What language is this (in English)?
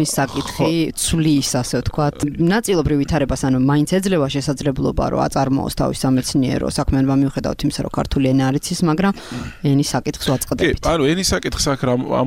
Georgian